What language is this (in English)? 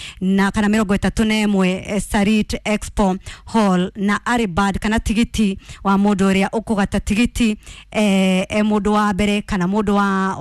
Kikuyu